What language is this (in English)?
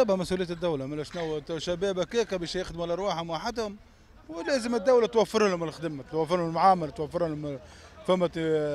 Tunisian Arabic